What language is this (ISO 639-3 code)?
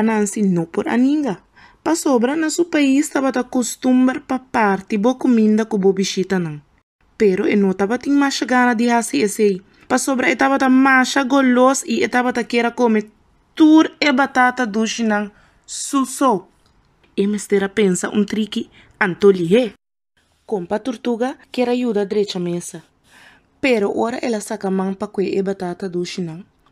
pap